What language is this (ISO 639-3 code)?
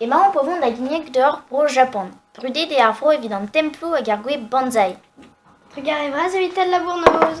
bre